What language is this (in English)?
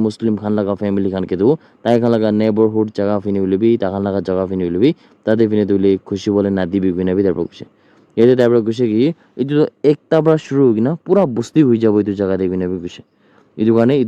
Naga Pidgin